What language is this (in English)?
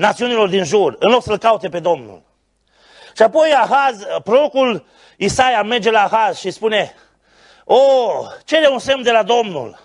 Romanian